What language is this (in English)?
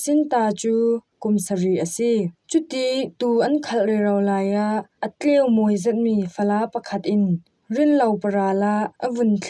Falam Chin